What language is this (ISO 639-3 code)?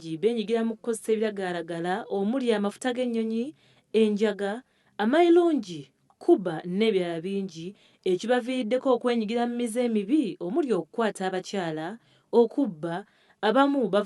lug